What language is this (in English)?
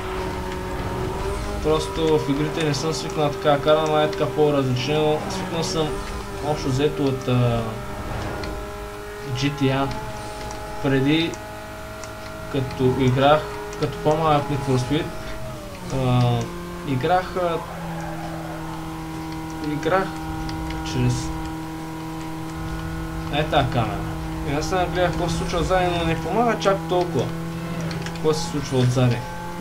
Bulgarian